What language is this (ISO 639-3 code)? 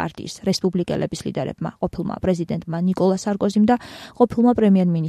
kat